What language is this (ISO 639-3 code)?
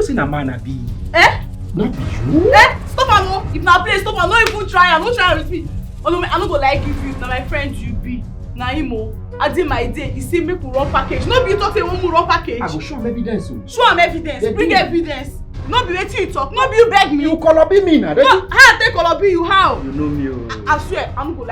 pcm